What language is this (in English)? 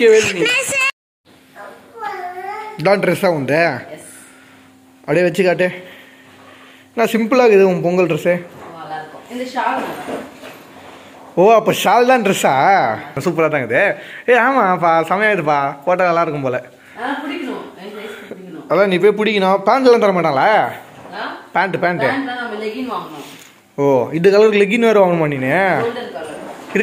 Tamil